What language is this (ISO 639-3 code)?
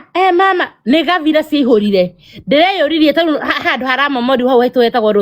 kik